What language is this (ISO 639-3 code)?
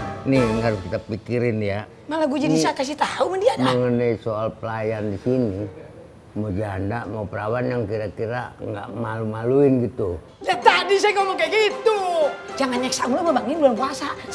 bew